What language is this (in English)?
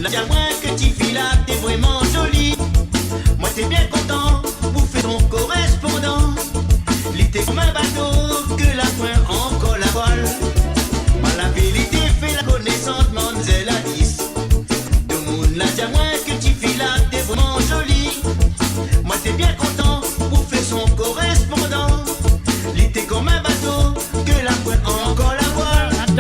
Morisyen